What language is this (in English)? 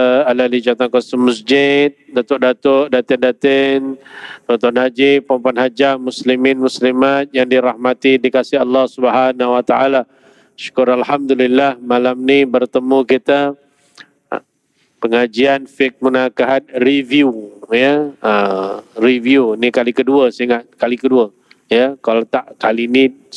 Malay